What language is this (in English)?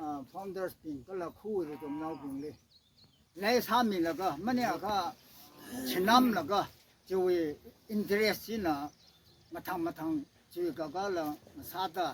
Tangkhul Naga (India)